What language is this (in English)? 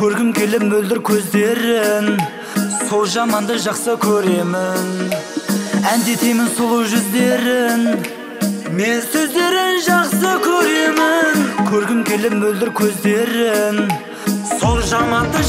Kazakh